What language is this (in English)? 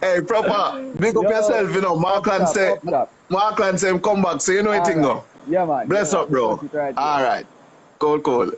Jamaican Creole English